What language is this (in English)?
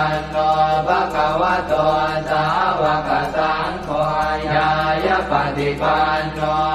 Pali